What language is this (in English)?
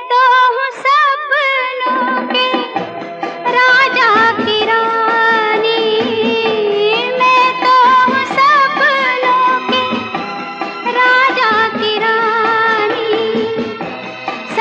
Hindi